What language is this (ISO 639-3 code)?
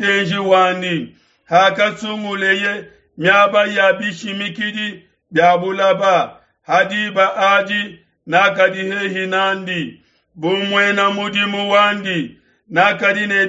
lua